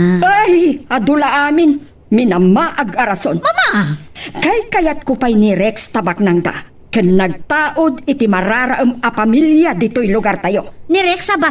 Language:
Iloko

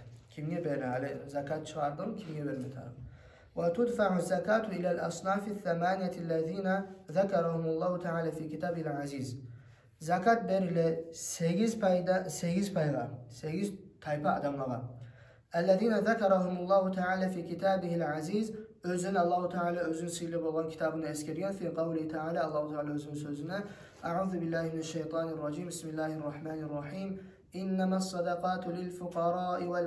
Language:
Kumyk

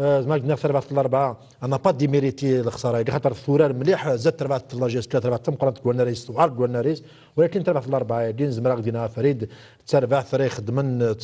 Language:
Kabyle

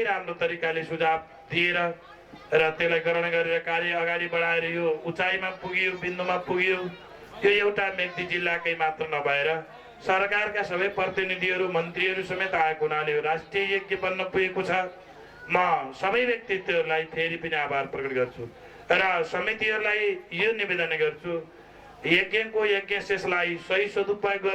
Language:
Nepali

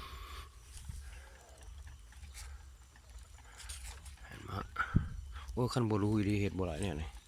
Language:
Lao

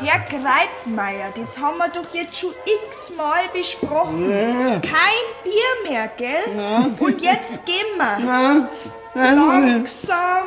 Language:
Bavarian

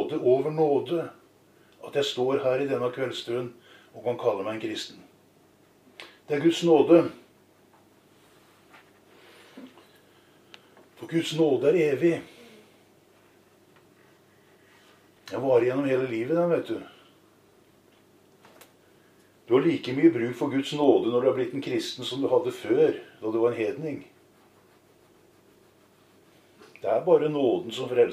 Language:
Norwegian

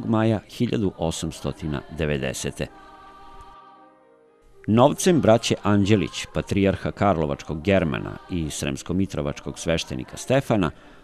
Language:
Serbian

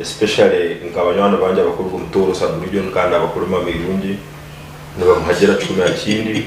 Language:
Nyankole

